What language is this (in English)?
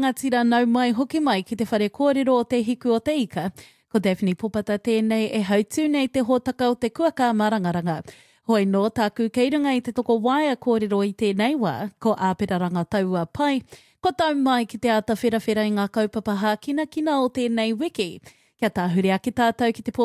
Māori